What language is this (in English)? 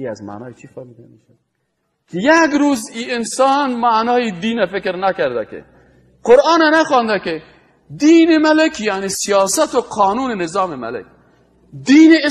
Persian